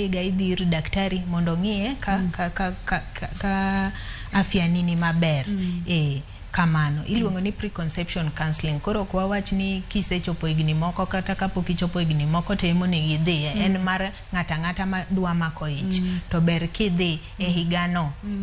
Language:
Luo (Kenya and Tanzania)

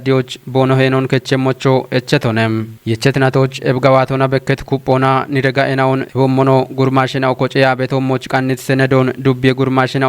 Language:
Kafa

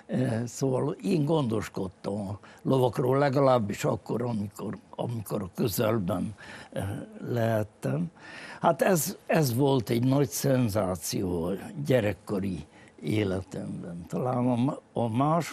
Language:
Hungarian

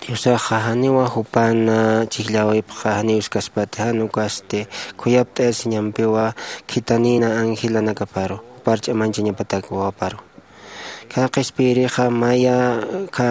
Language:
Aymara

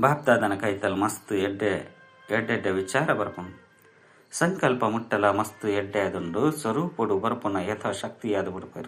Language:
Tulu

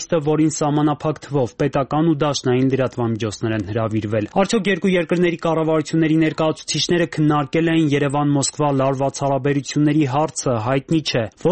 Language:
Armenian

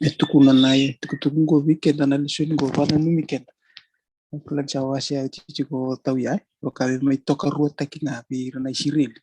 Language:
Fijian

